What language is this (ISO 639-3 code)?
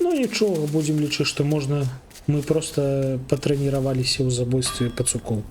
bel